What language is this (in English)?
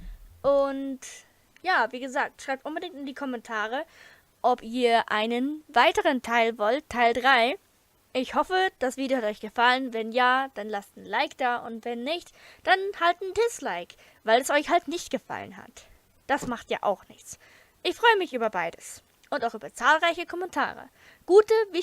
Swiss German